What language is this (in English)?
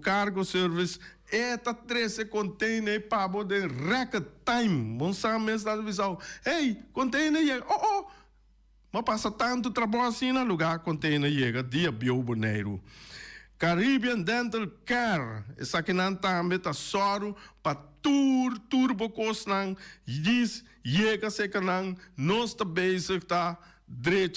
Papiamento